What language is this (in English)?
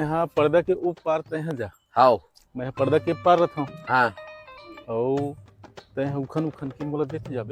Chhattisgarhi